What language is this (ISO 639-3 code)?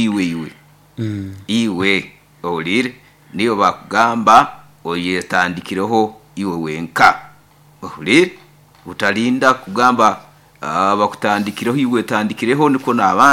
nyo